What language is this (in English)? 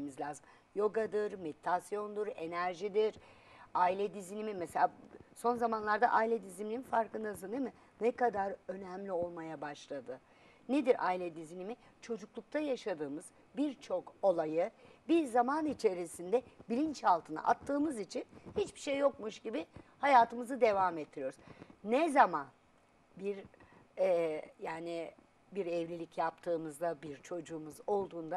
Turkish